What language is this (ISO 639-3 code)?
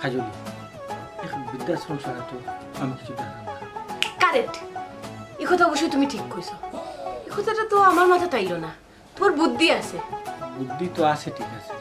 syl